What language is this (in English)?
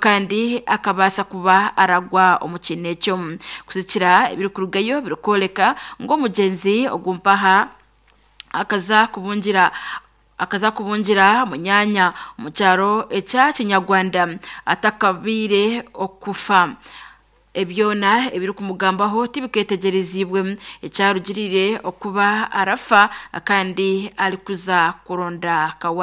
Nyankole